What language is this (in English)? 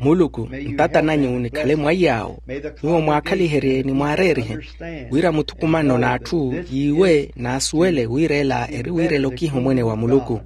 Makhuwa